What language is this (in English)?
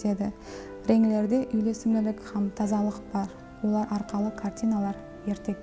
Kara-Kalpak